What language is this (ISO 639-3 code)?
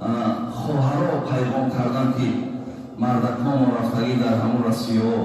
tgk